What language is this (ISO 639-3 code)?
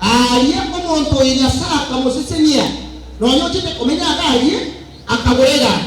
guz